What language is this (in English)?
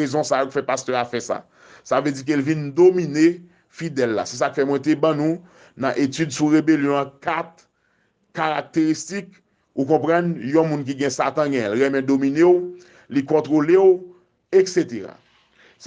Haitian Creole